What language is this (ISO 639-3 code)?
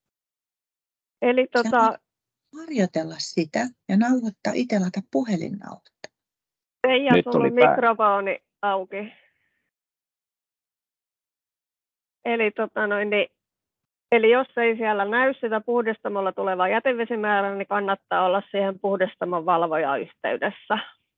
fin